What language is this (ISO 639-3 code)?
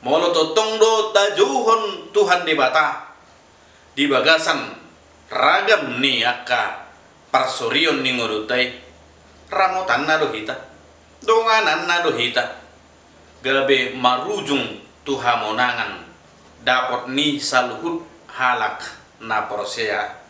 bbc